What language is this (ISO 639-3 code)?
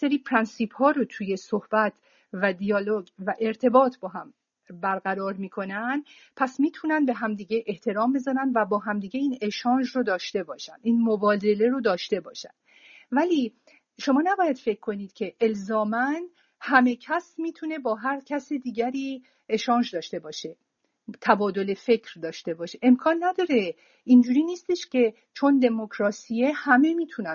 fas